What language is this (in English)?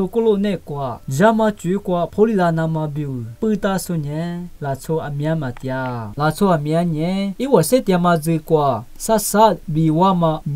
Lisu